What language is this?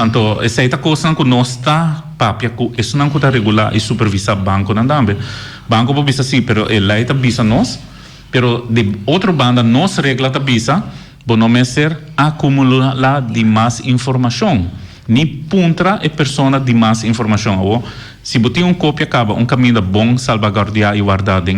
Papiamento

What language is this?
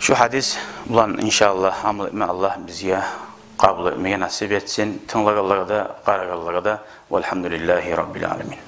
Kumyk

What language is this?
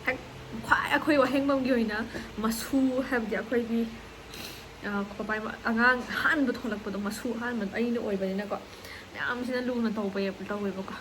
Manipuri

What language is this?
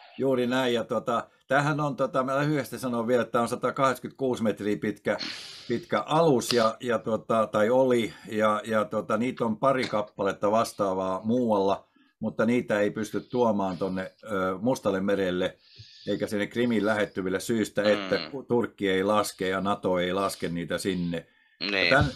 Finnish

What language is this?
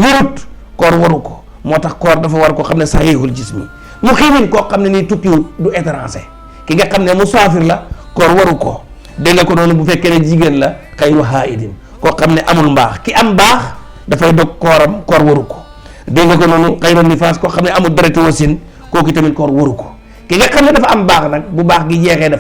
Wolof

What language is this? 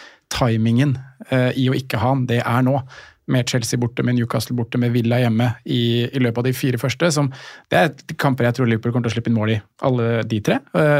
Norwegian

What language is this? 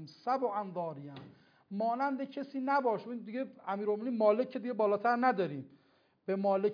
Persian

